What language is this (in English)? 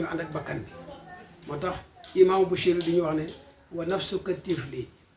Wolof